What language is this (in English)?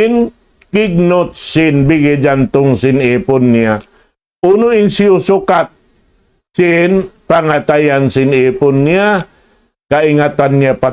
Tausug